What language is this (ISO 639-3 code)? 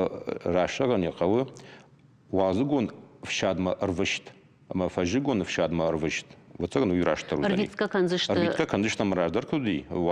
oss